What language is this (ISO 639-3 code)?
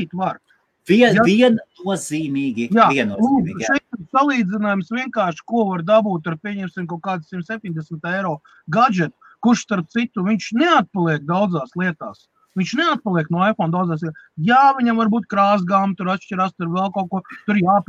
lav